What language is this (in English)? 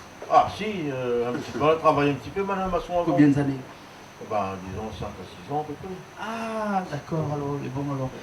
Réunion Creole French